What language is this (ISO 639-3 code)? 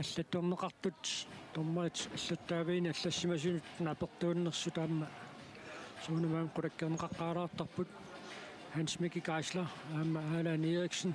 kal